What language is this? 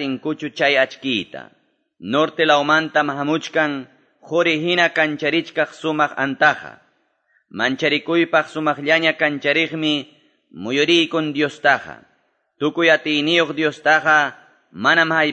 Ayacucho Quechua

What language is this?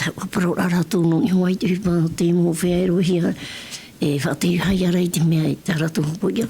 Tahitian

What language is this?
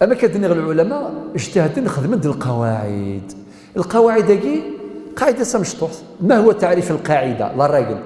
Kabyle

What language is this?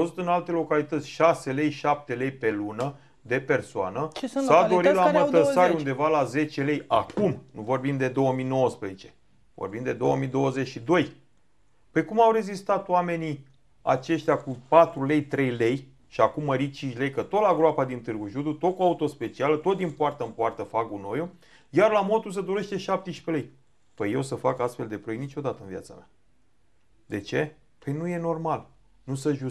Romanian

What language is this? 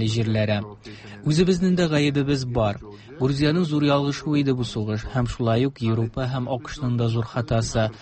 Tatar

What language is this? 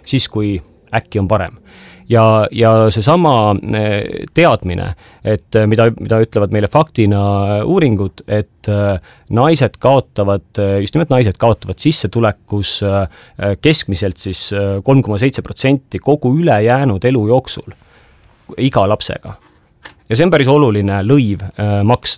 Estonian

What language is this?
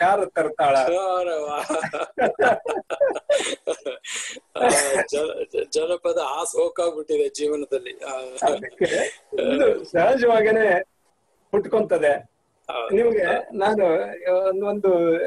Kannada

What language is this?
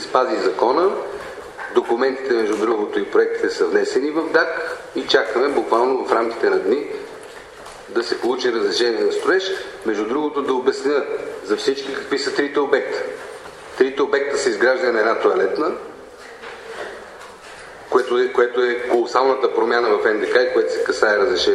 Bulgarian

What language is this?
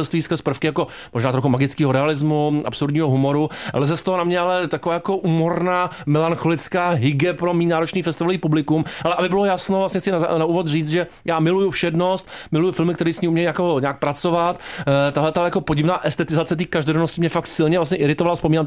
Czech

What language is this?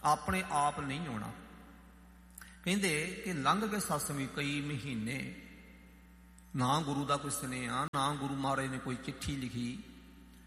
Punjabi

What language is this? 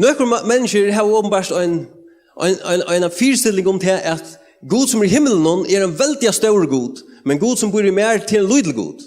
Faroese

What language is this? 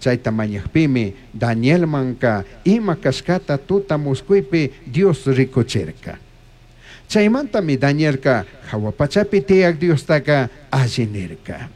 Chimborazo Highland Quichua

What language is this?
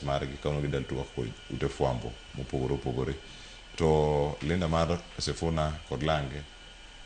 Luo (Kenya and Tanzania)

